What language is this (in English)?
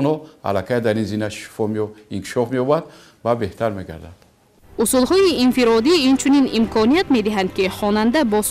Tajik